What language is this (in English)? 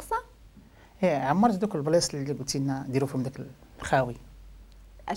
Moroccan Arabic